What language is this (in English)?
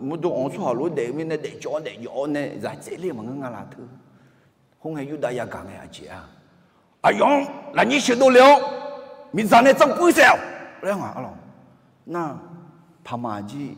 Akha